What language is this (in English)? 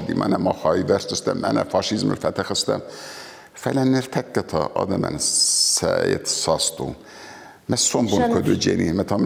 Ossetic